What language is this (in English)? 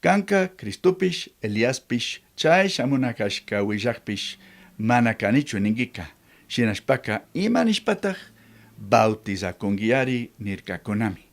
Chimborazo Highland Quichua